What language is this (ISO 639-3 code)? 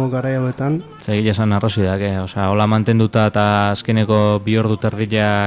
eus